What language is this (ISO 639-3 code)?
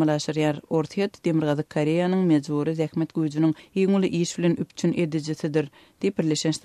tuk